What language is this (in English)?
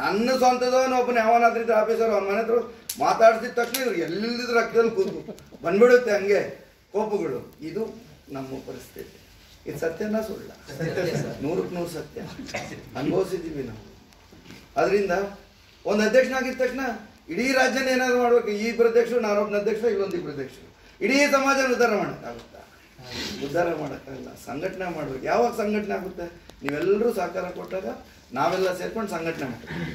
Kannada